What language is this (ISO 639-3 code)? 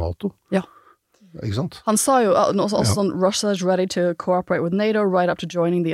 nor